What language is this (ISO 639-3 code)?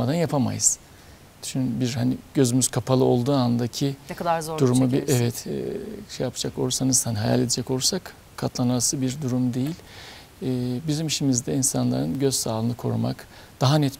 tur